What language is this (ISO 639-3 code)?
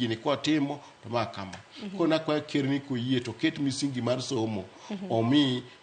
luo